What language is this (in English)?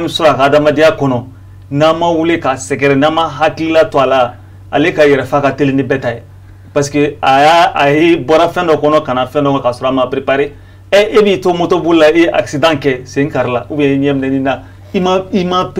Bambara